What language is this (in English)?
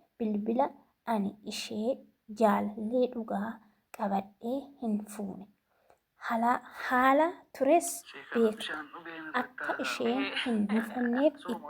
Oromo